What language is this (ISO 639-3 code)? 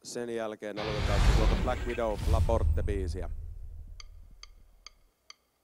fin